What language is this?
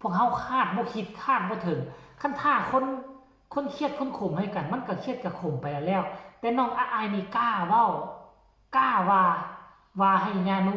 Northeastern Thai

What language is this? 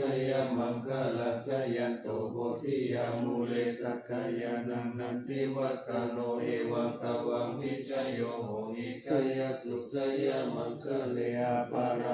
Pali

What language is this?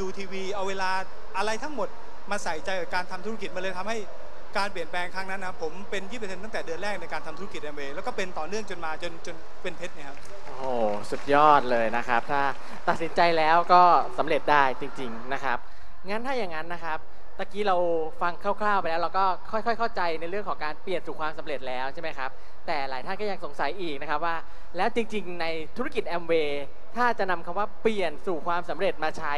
Thai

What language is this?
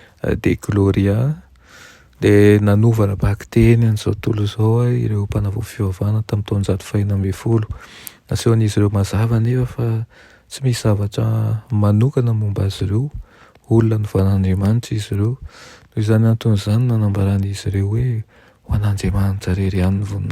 Malagasy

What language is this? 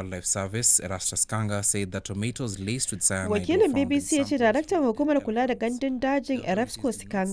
Hausa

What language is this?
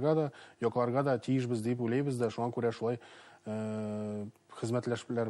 Bashkir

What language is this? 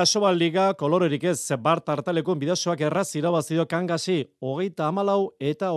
Basque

